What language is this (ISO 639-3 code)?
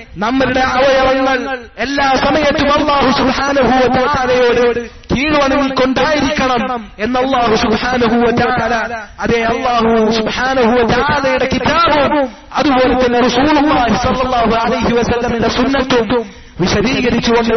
mal